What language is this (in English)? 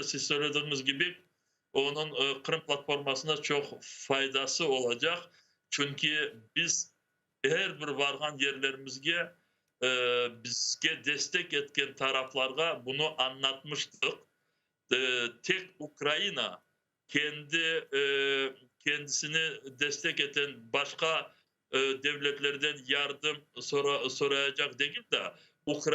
Crimean Tatar